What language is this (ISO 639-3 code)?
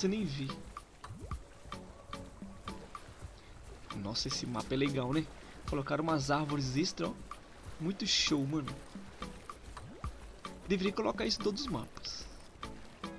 por